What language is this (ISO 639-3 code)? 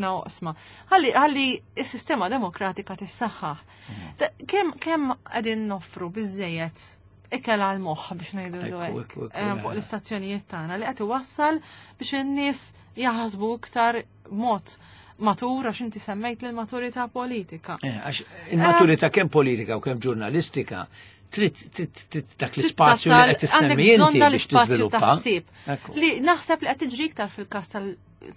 mlt